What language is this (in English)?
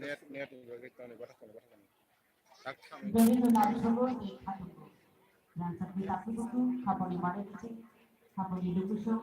Kok Borok